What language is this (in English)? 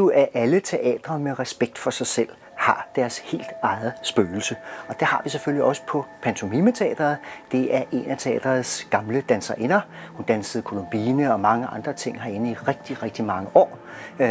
Danish